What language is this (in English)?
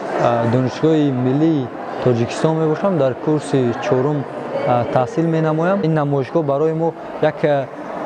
Tajik